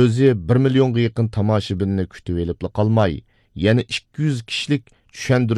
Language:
Uyghur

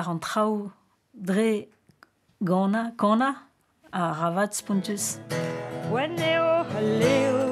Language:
Breton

